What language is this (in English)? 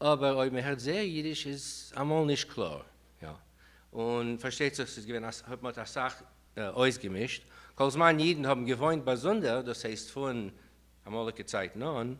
Yiddish